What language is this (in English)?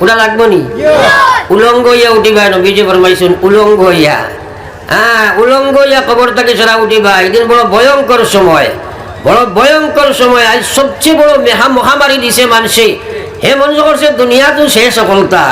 Sylheti